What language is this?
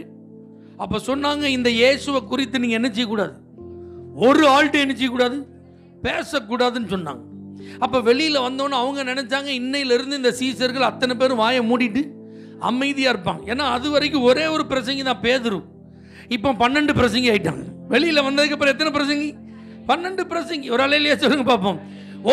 Tamil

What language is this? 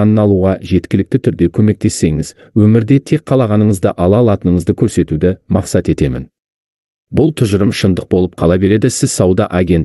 Kazakh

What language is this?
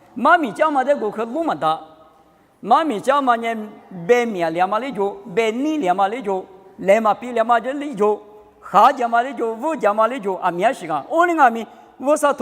Lisu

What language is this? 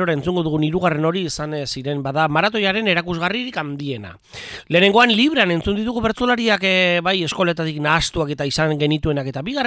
Basque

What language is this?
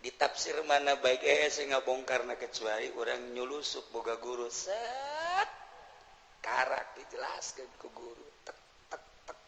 Sundanese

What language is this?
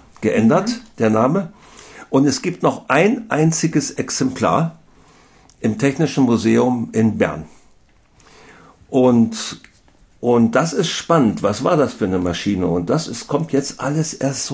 German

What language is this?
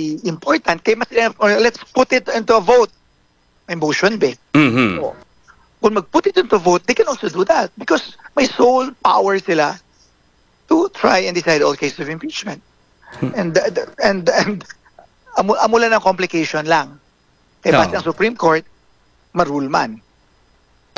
Hiligaynon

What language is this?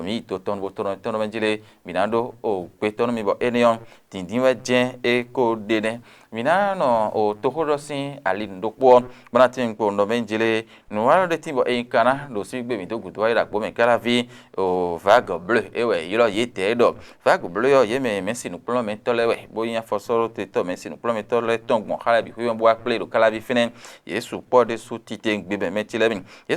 Fon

